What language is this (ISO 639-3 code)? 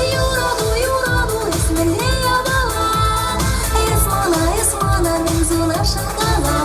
chv